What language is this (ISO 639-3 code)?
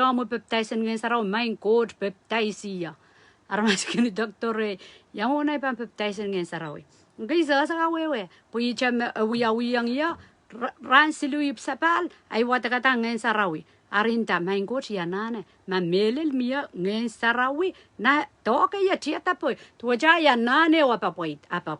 pon